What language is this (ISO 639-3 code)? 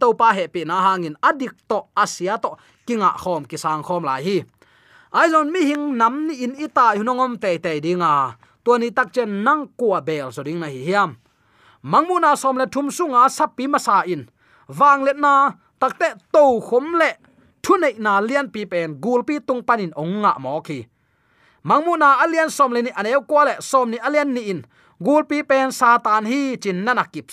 ctd